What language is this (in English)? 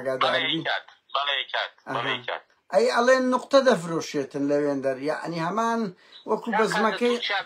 Central Kurdish